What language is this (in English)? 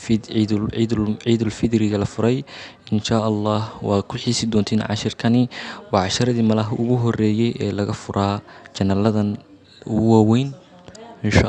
Somali